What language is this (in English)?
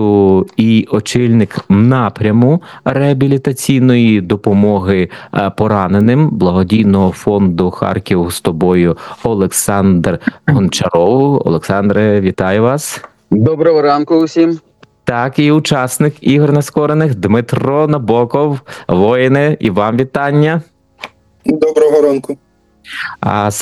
Ukrainian